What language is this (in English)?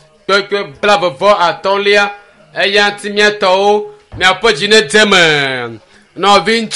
Ewe